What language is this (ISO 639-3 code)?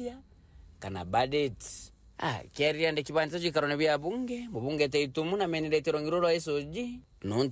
mer